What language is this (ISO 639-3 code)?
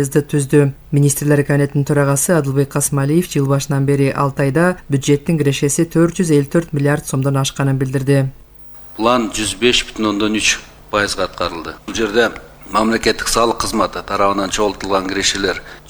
kir